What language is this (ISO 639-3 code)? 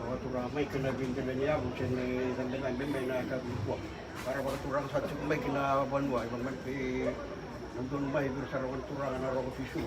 fij